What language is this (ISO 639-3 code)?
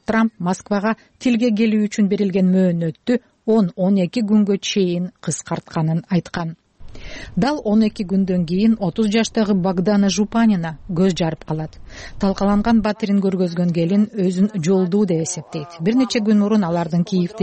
kir